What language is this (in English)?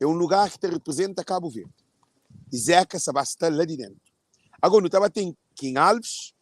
Kabuverdianu